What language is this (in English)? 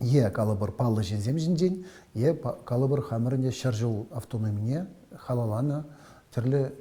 Chuvash